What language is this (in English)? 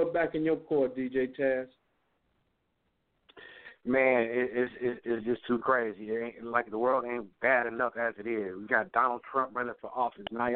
English